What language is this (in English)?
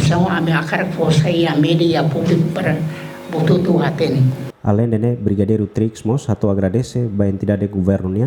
Tetum